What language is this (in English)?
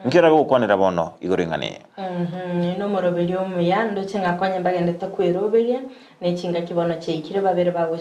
Gusii